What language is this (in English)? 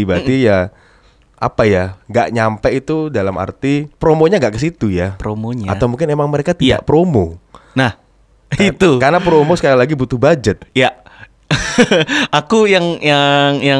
Indonesian